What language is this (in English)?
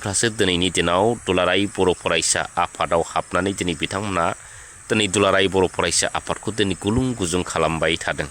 Bodo